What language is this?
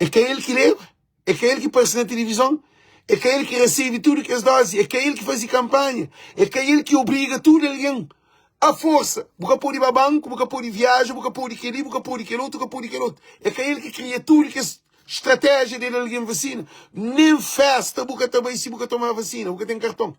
Kabuverdianu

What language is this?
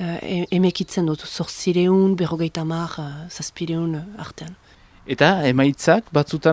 Basque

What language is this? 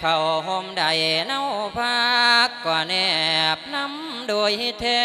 Lao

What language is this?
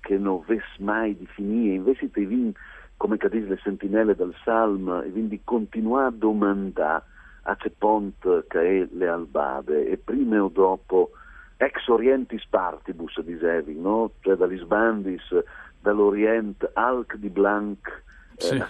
Friulian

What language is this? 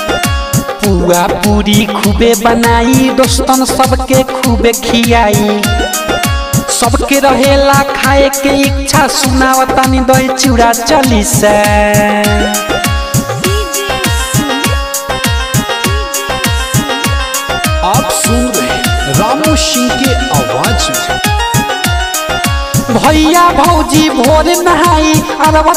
Bhojpuri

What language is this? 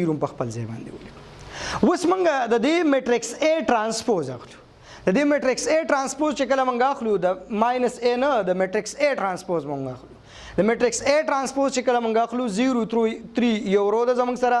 Pashto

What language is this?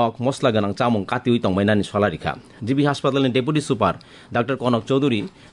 Kok Borok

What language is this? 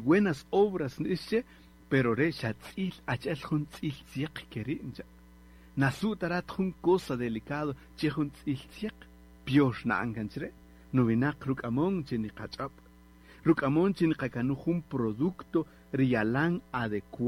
Kaqchikel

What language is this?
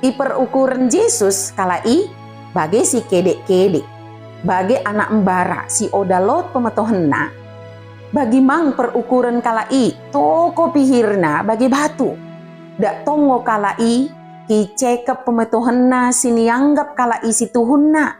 Batak Dairi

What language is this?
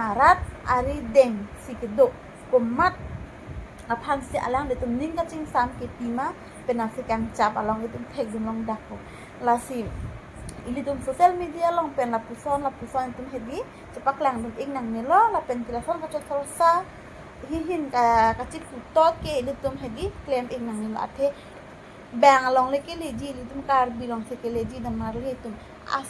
Karbi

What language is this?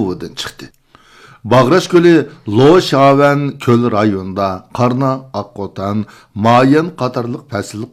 Uyghur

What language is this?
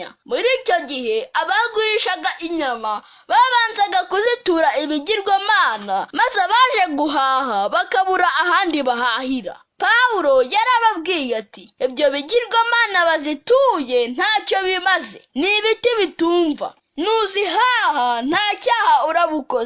Kinyarwanda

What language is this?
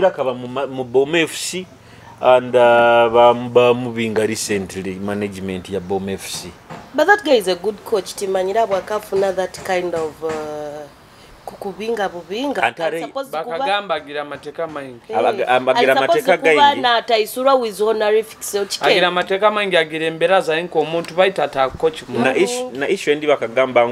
Nyoro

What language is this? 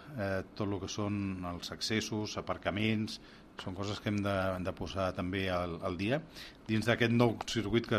Catalan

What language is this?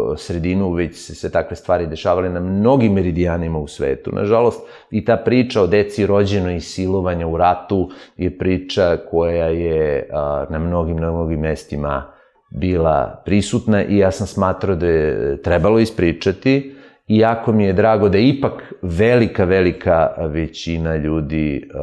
Serbian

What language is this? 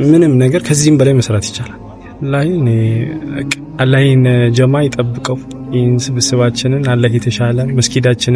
Amharic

